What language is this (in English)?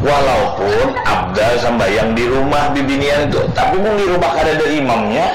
Banjar